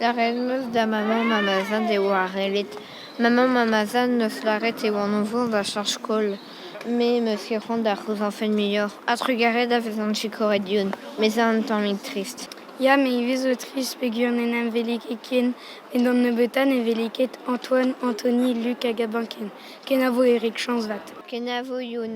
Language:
Breton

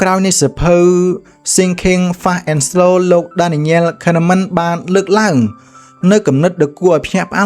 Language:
Khmer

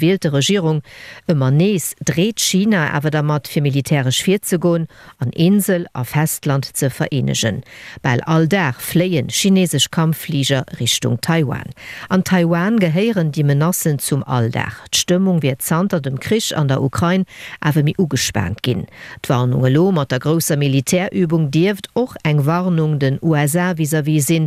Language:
Luxembourgish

